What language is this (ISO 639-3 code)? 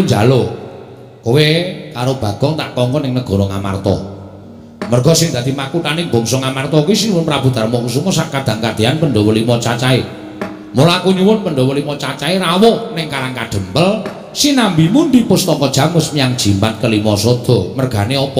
jav